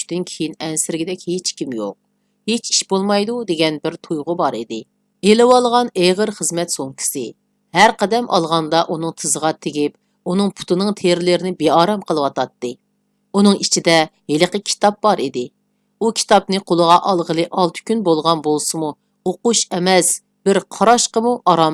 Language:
Uyghur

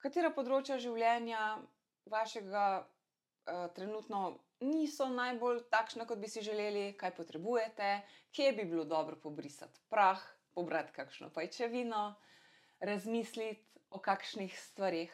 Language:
Slovenian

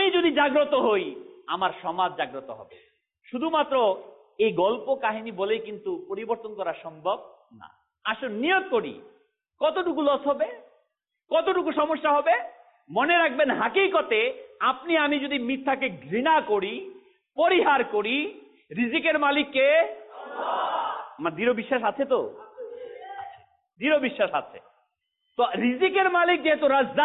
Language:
Bangla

